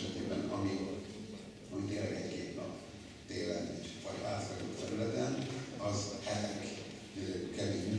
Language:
Hungarian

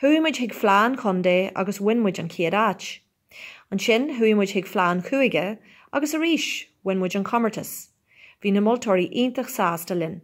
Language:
Irish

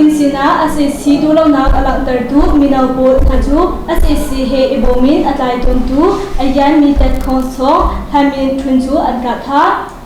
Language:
Hakha Chin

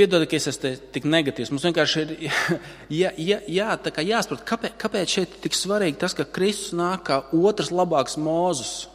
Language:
Latvian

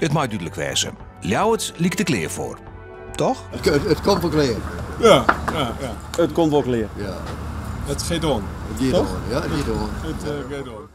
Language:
Western Frisian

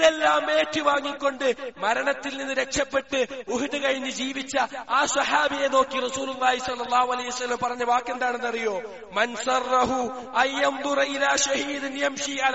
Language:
Malayalam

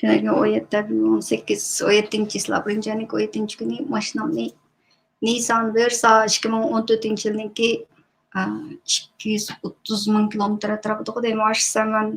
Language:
Uyghur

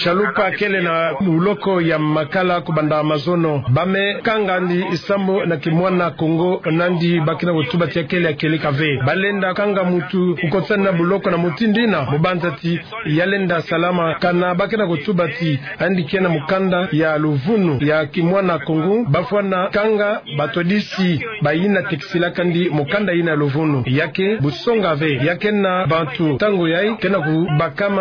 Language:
Kituba (Democratic Republic of Congo)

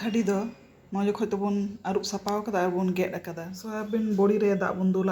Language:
Santali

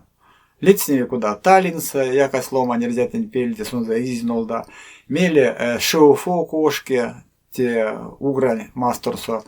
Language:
Erzya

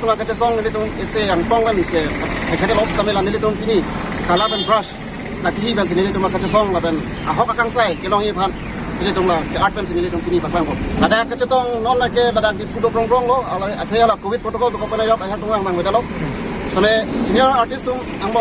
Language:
Karbi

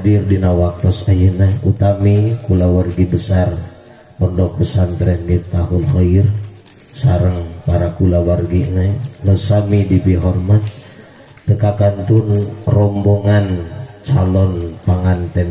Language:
Sundanese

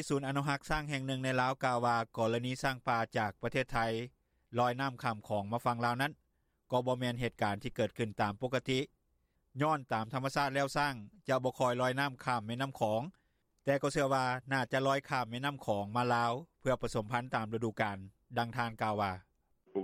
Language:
Lao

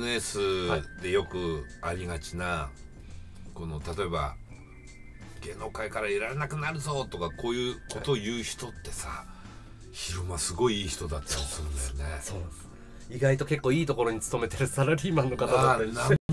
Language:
Japanese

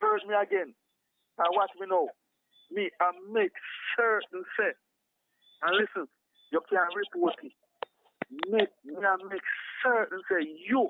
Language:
Jamaican Creole English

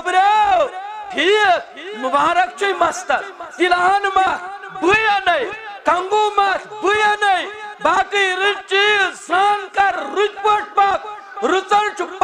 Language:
Kashmiri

